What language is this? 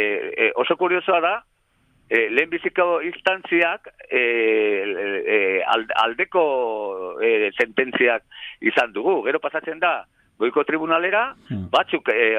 Basque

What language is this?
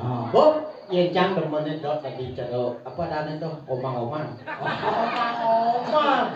Balinese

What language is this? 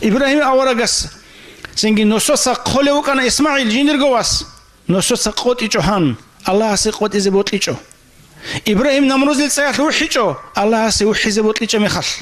Avaric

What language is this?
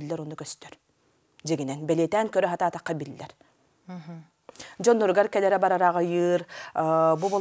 Yakut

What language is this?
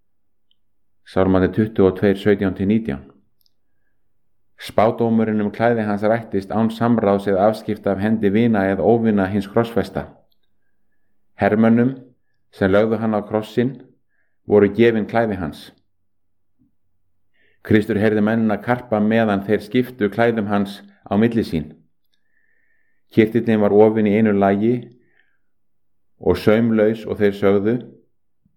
Icelandic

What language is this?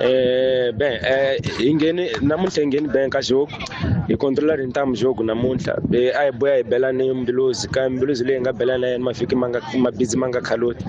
Tsonga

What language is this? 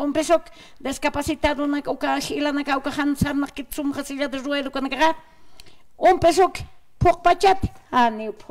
Aymara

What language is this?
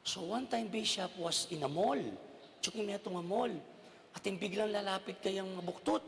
Pampanga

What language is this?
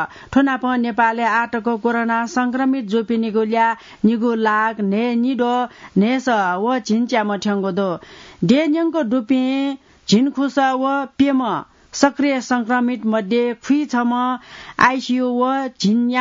Newari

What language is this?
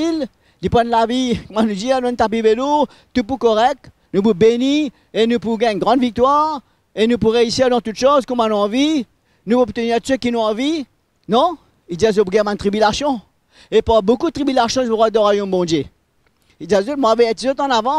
Morisyen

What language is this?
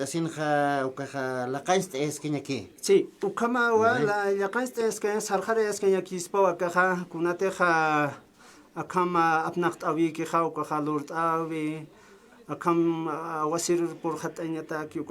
Aymara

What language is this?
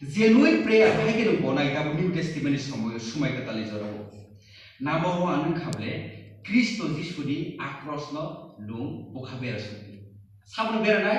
Kok Borok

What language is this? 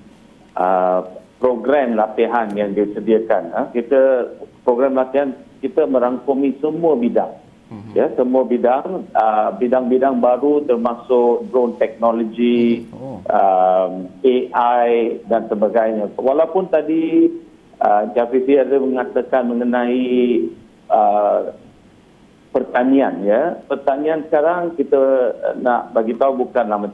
Malay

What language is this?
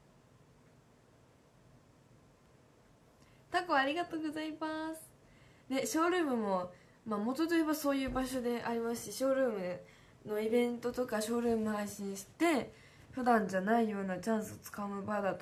Japanese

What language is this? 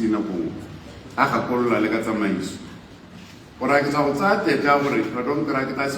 Tswana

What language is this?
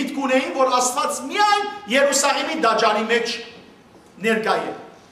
Western Armenian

